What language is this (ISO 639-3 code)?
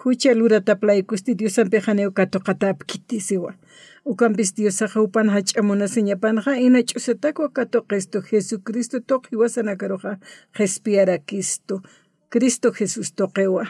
aym